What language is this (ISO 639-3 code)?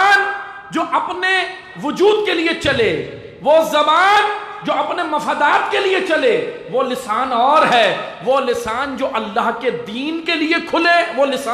urd